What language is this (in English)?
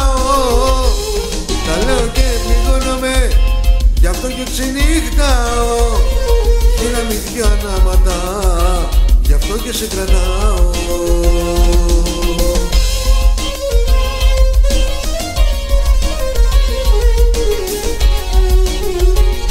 Greek